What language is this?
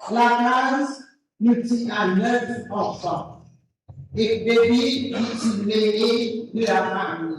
Morisyen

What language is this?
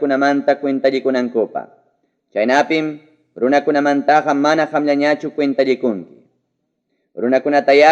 Ayacucho Quechua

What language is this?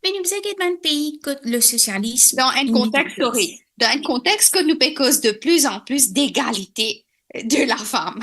Morisyen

